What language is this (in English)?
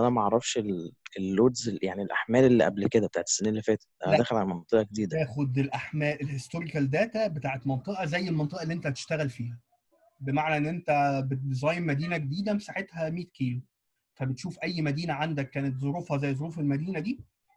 Egyptian Arabic